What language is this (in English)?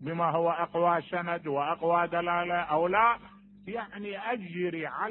Mesopotamian Arabic